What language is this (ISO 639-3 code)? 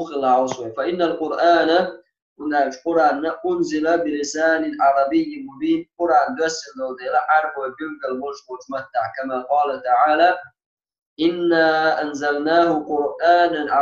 che